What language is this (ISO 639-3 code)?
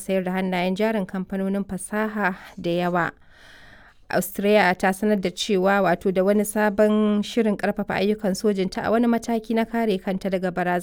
hau